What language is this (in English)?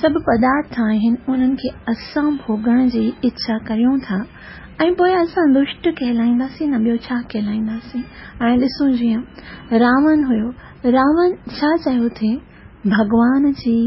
Sindhi